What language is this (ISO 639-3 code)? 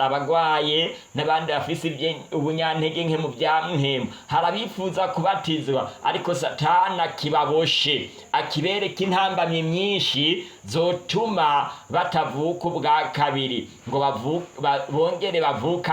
run